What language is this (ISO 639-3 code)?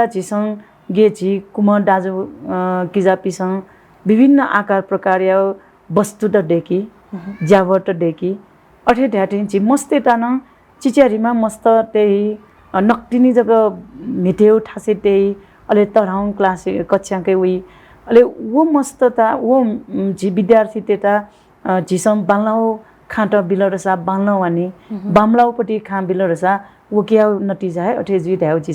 new